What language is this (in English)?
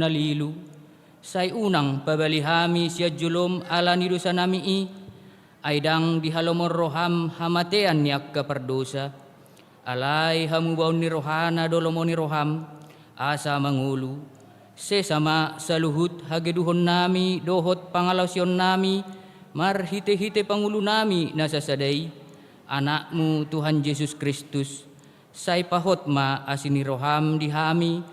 Batak Toba